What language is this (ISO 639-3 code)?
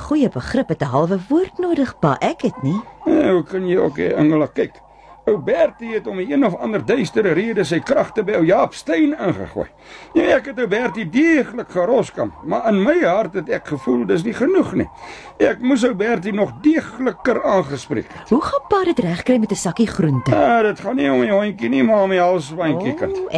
afr